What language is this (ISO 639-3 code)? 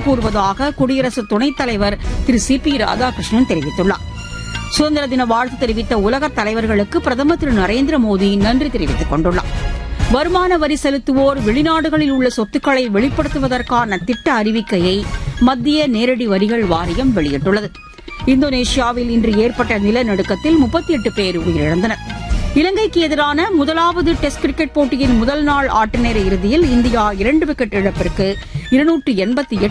tam